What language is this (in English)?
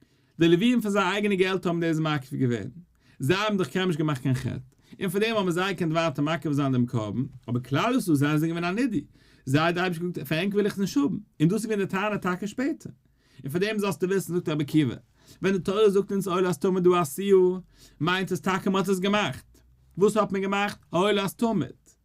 Yiddish